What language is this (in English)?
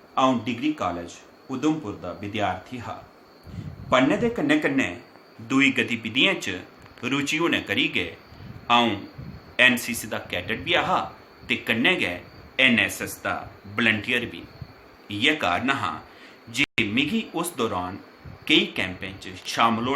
Dogri